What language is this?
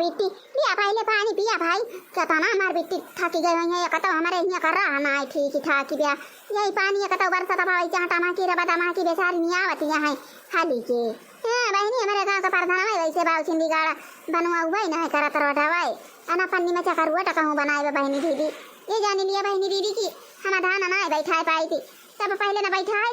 Awadhi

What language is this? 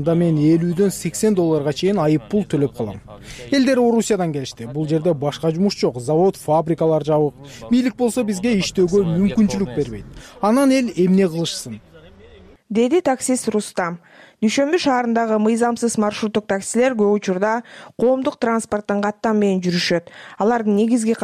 Kyrgyz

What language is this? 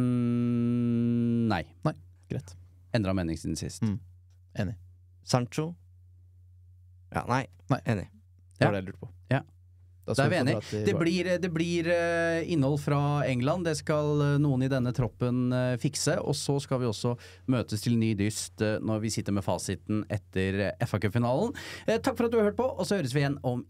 Norwegian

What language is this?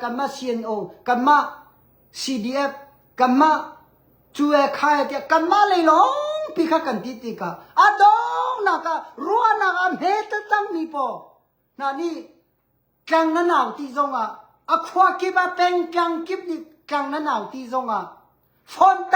Hakha Chin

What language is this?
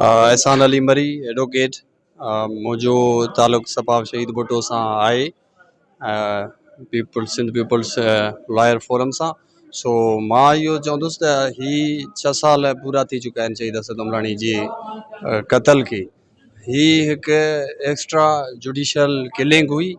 Sindhi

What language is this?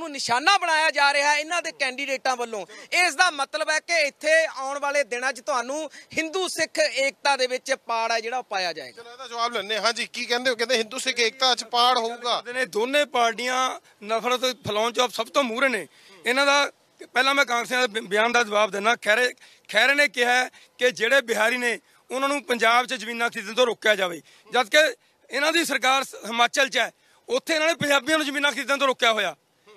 Punjabi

